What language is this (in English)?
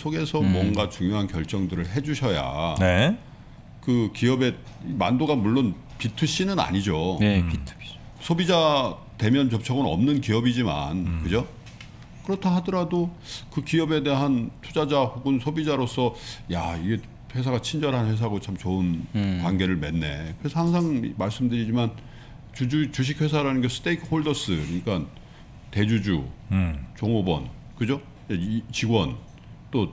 Korean